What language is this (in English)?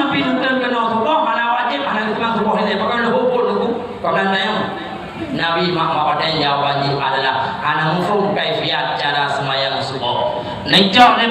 Achinese